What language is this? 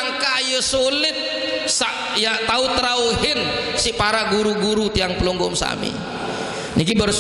Sasak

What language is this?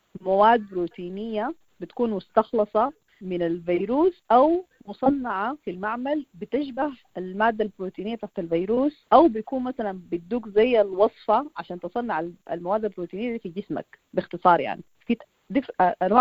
Sudanese Arabic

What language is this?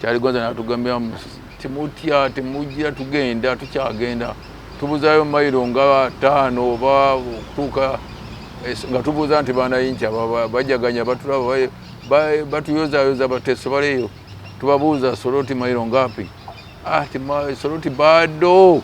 Ganda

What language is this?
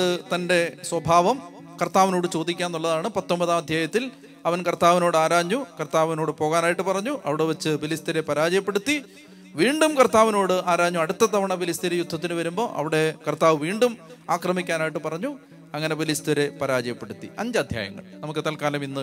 Malayalam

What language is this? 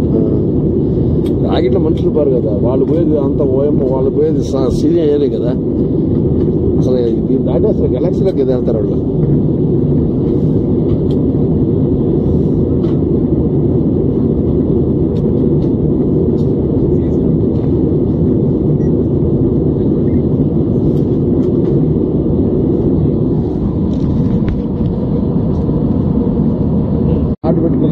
Telugu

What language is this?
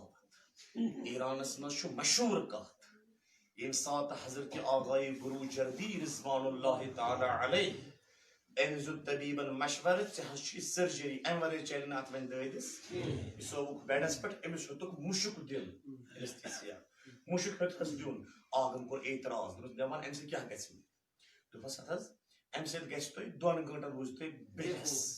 Kashmiri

